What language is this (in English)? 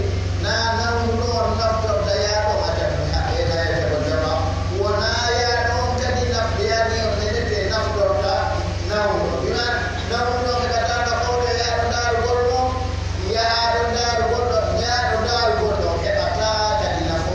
Pular